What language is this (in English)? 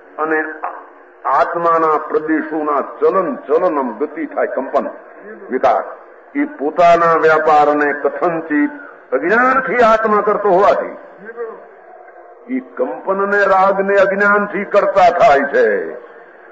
Gujarati